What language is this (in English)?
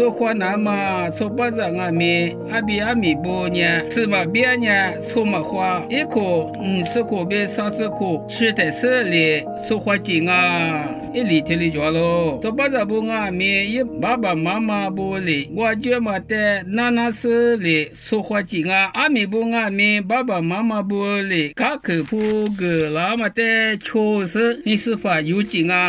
Lisu